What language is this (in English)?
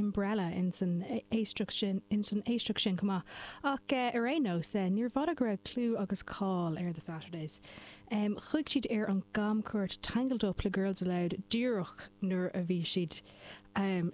Irish